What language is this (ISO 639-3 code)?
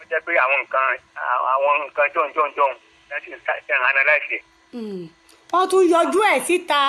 yor